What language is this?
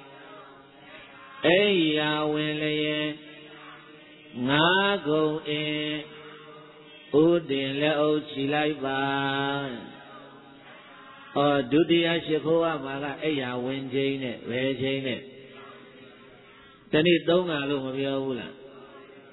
Burmese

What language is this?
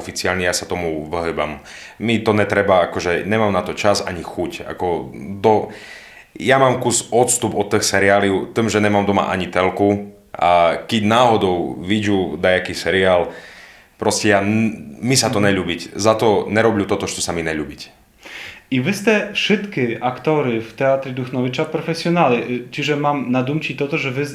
Rusyn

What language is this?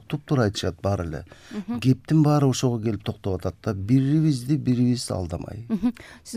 Kyrgyz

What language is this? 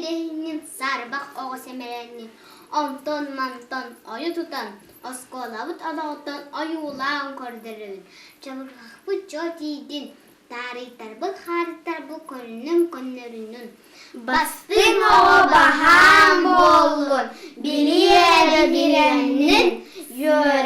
Yakut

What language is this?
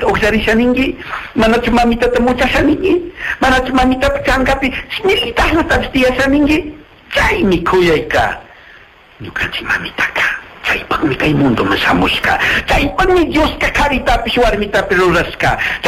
Chimborazo Highland Quichua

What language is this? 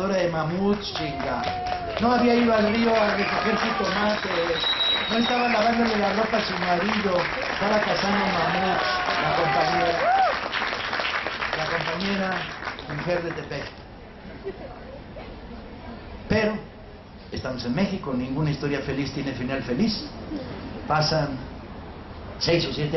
Spanish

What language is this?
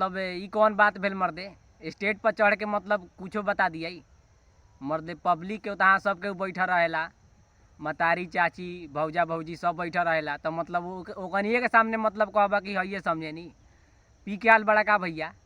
Bhojpuri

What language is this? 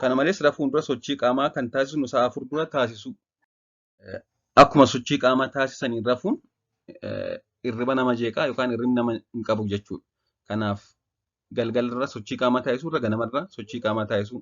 Oromo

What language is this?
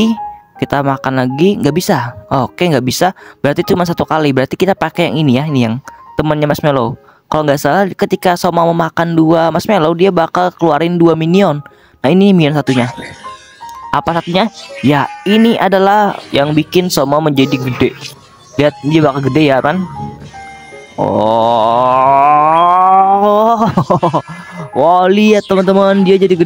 Indonesian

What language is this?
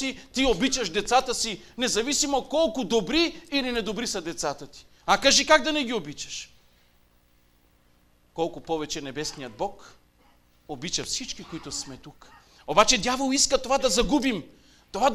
Bulgarian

